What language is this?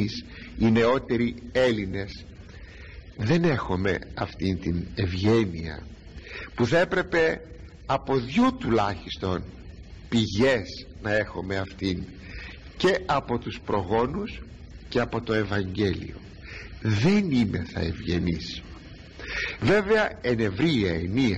Greek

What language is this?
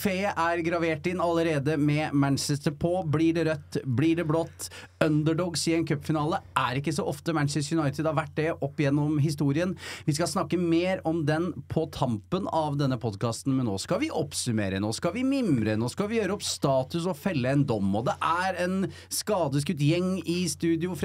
Norwegian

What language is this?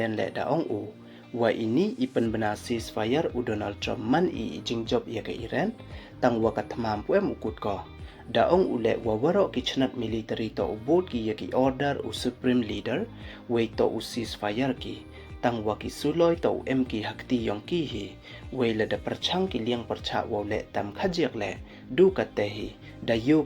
Pnar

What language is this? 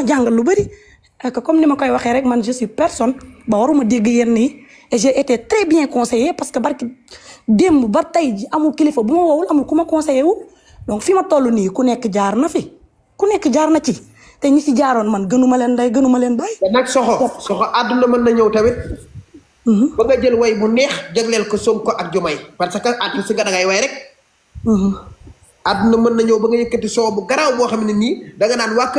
Wolof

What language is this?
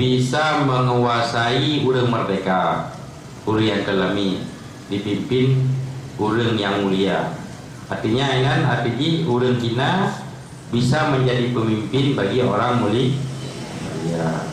Achinese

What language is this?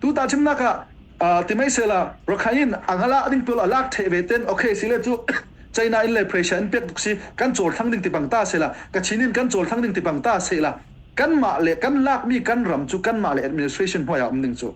Falam Chin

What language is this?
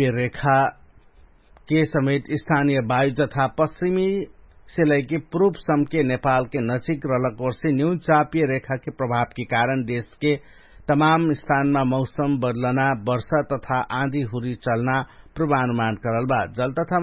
Dangaura Tharu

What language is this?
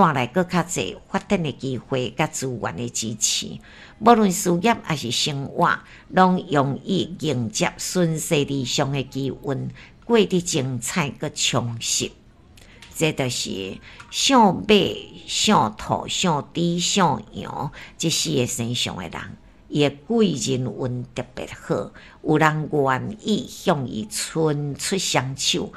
Min Nan Chinese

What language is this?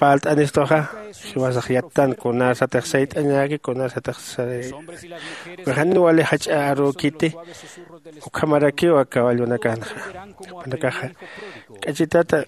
Aymara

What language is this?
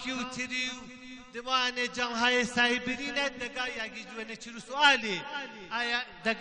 Kurdish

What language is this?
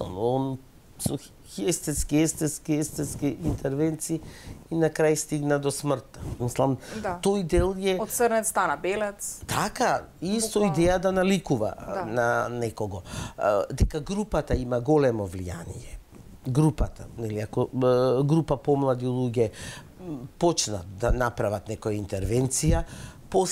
Macedonian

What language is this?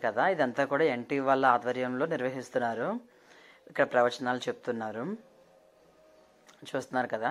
Telugu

